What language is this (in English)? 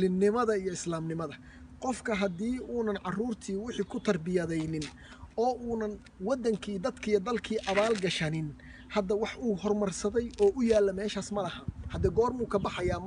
Somali